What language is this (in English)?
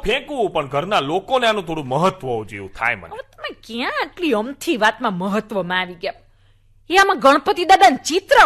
Gujarati